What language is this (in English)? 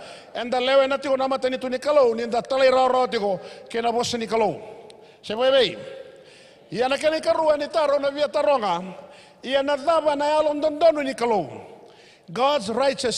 Fijian